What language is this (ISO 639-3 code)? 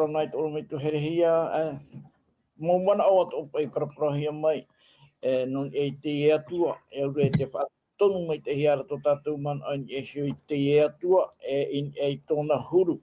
tah